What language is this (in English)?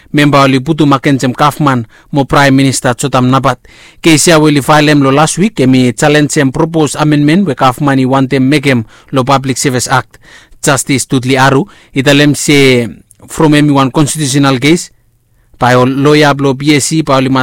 Bislama